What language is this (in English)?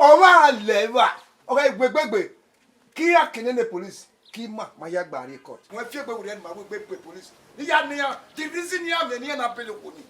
Bini